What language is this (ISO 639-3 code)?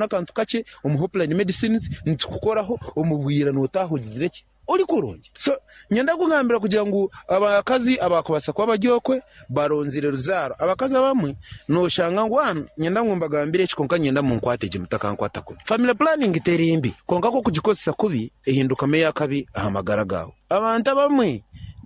nyn